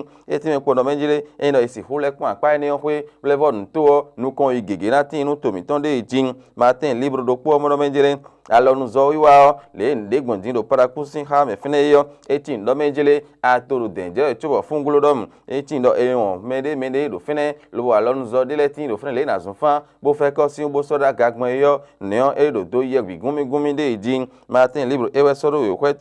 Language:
Fon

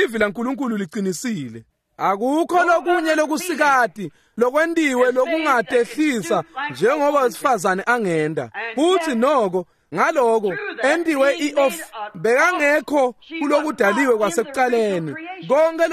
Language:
Swati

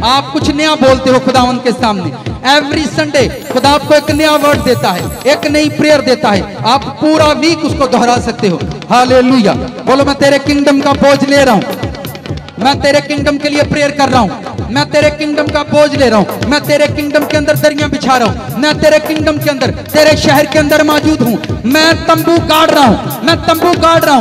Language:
Hindi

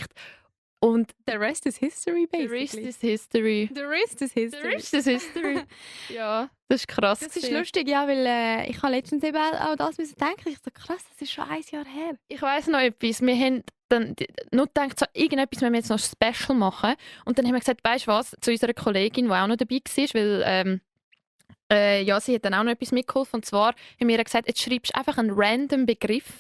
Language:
Swiss German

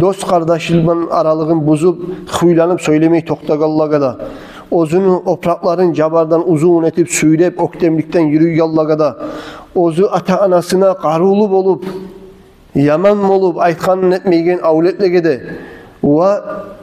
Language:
Kumyk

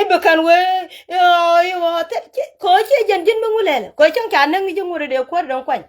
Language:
Nuer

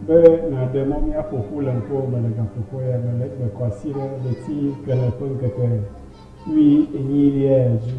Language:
Ewe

